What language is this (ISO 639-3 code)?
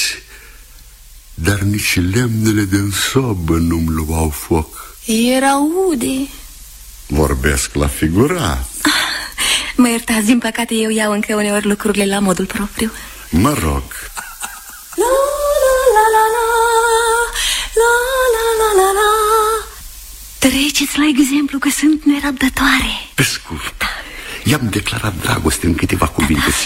ron